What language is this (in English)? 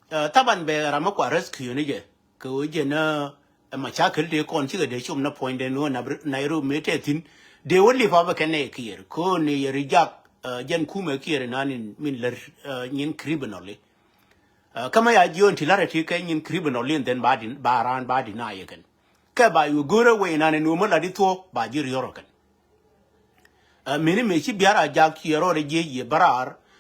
Nuer